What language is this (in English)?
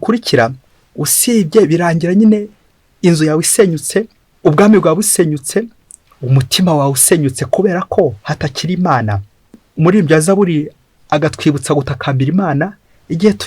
Kinyarwanda